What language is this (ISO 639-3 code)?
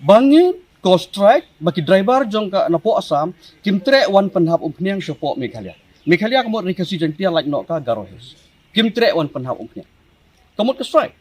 kha